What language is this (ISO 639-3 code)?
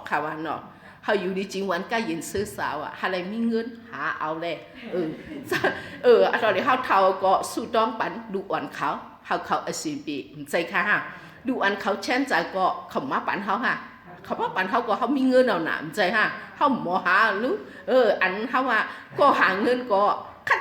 shn